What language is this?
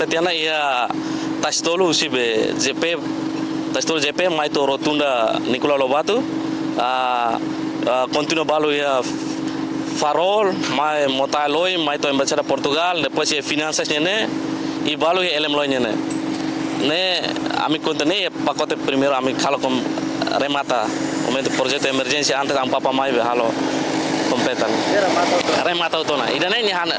Tetum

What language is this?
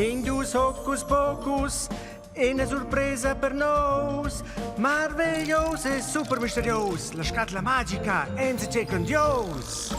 Romansh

